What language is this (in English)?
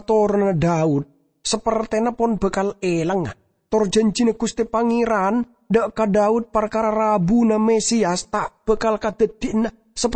Madurese